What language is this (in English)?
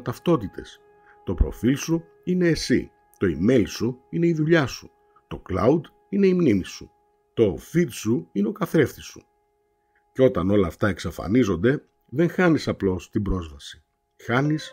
Greek